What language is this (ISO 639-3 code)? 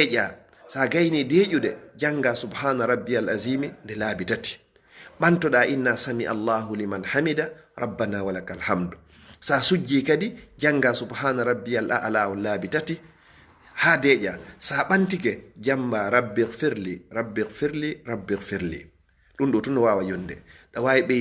ful